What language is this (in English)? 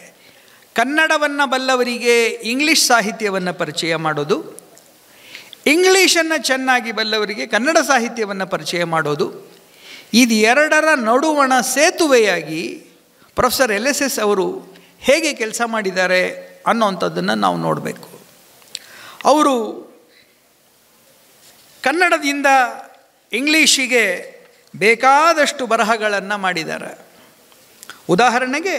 Kannada